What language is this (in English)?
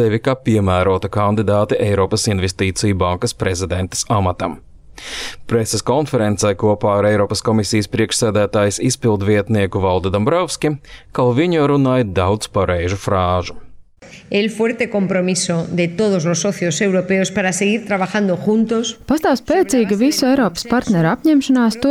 Latvian